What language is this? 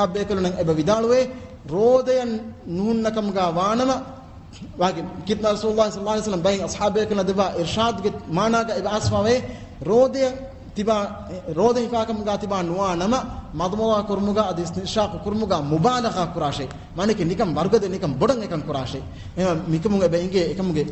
Divehi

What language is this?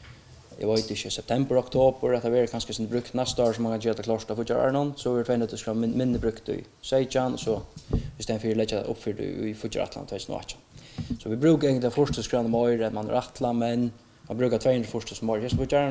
Faroese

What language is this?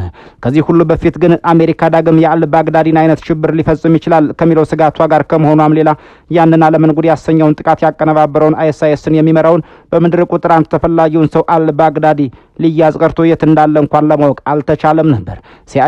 Amharic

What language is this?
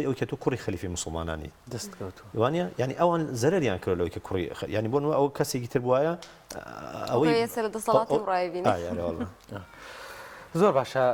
Central Kurdish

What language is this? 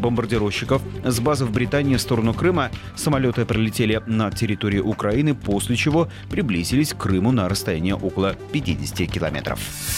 Russian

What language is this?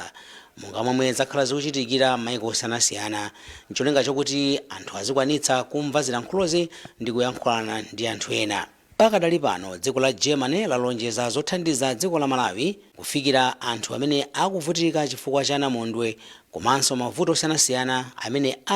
Nyanja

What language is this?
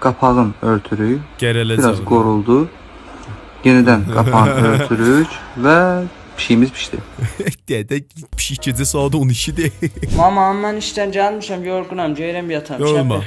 South Azerbaijani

